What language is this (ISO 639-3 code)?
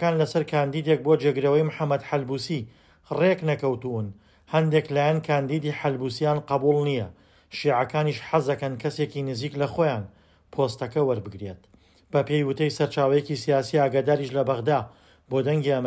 ckb